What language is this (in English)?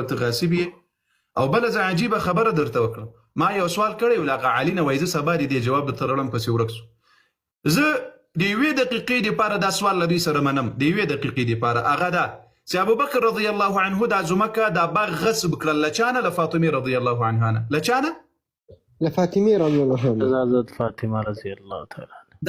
Pashto